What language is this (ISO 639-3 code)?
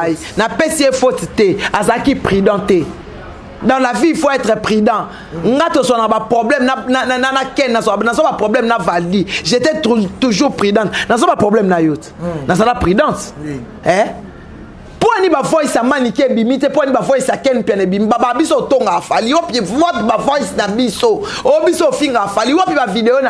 lin